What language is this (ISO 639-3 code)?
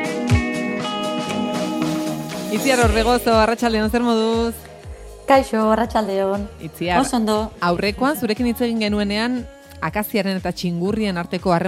eus